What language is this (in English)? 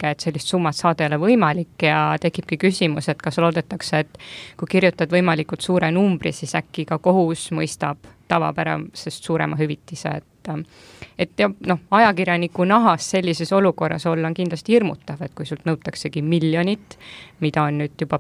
Estonian